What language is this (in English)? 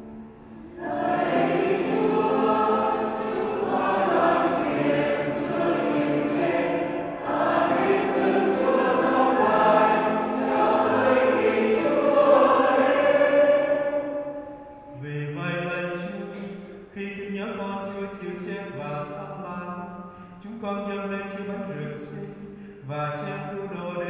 Vietnamese